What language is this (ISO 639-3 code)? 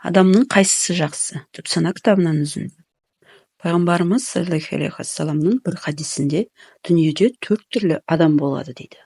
kaz